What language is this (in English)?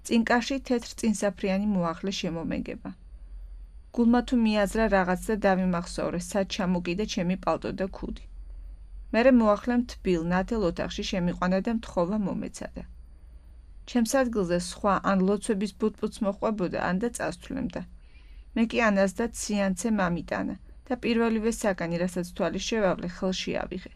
Georgian